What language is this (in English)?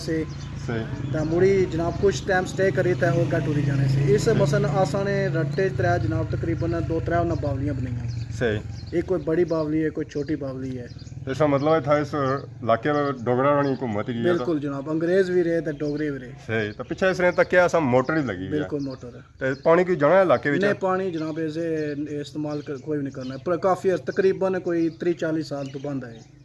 Pahari-Potwari